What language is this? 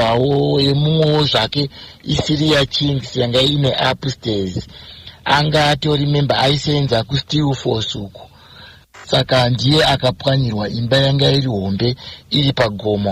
Shona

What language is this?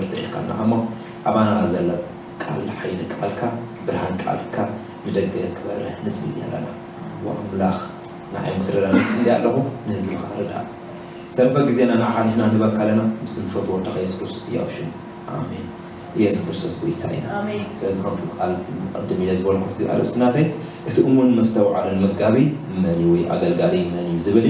Tigrinya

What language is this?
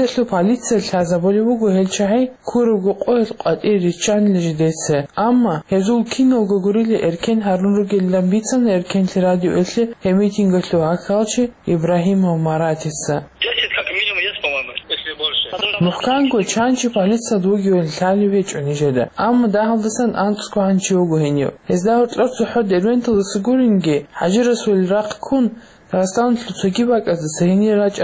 Avaric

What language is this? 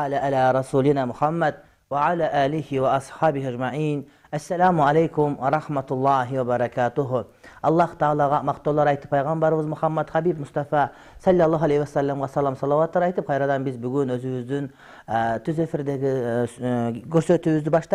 Kyrgyz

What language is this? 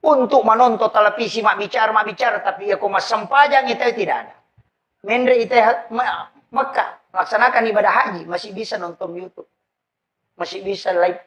Buginese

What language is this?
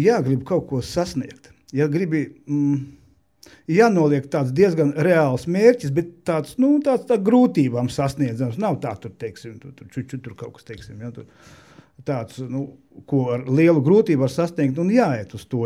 Latvian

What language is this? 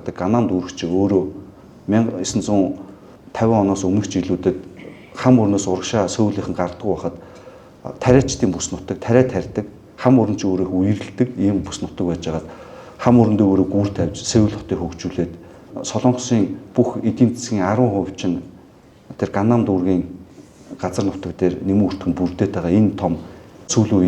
Mongolian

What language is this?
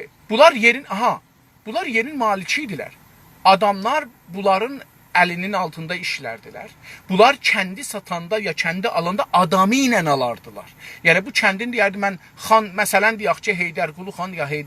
South Azerbaijani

